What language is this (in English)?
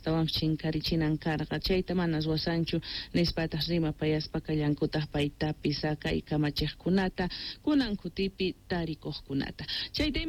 South Bolivian Quechua